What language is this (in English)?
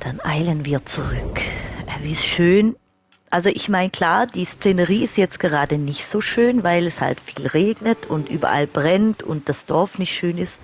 Swiss German